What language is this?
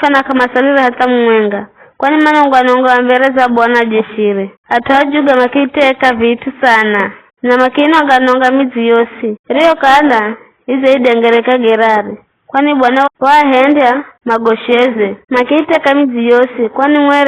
Giryama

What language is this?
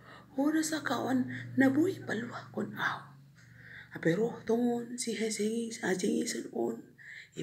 Batak Simalungun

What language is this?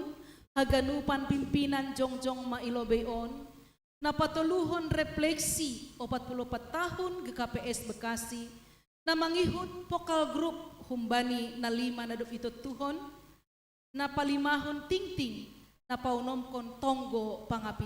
Batak Simalungun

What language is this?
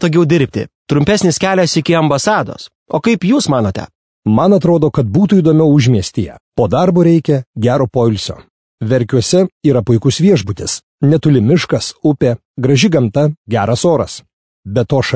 Lithuanian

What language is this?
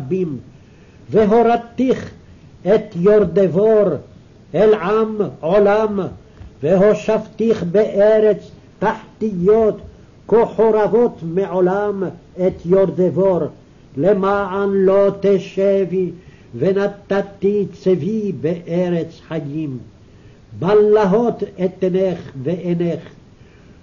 Hebrew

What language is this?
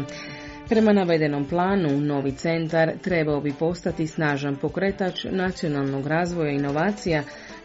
Croatian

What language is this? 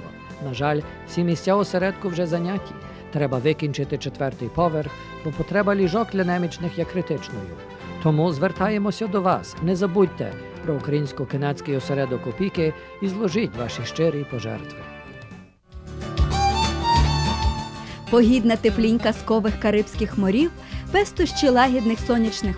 Ukrainian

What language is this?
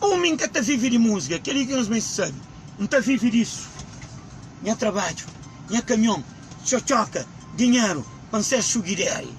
Kabuverdianu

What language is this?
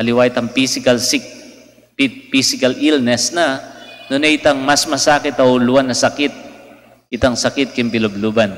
Pampanga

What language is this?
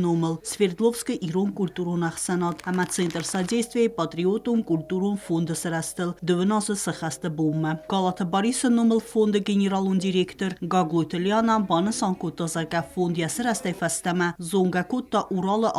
Ossetic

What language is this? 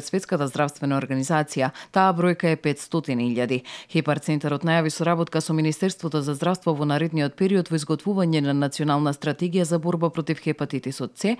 Macedonian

